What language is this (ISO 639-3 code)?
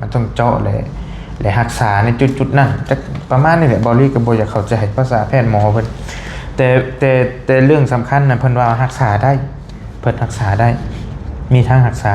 lao